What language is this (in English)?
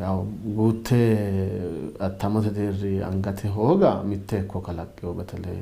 Sidamo